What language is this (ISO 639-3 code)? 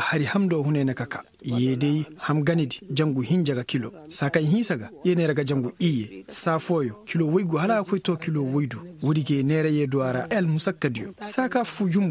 ses